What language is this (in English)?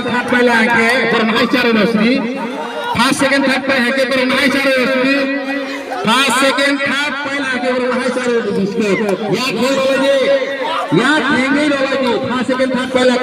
Kok Borok